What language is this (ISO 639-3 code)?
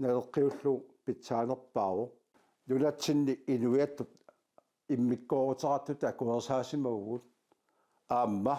kal